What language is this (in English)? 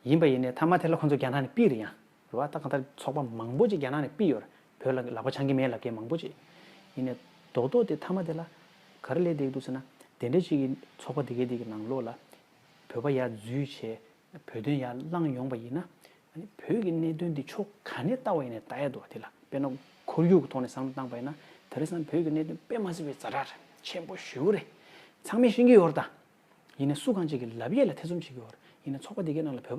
Tibetan